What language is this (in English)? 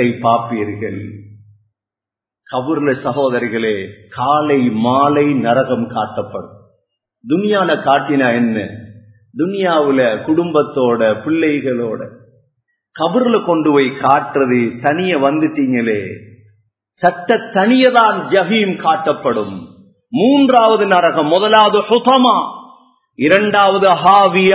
Tamil